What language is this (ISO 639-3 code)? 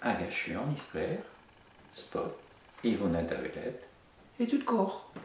bre